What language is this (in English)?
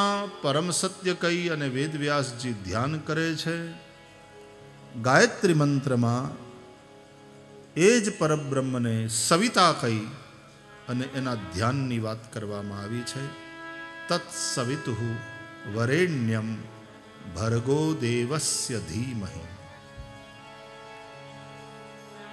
Gujarati